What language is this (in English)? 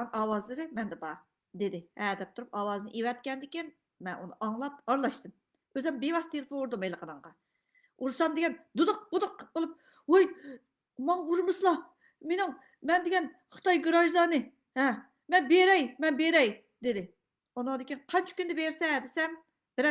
Uyghur